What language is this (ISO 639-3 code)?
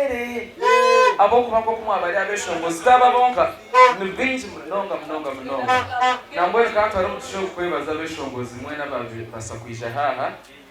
nyn